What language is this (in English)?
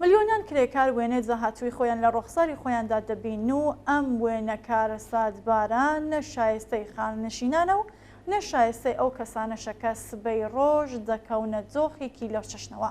Central Kurdish